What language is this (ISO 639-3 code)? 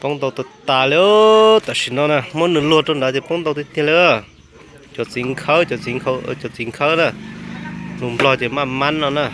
hmn